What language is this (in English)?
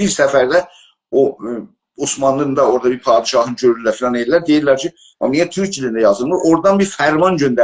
South Azerbaijani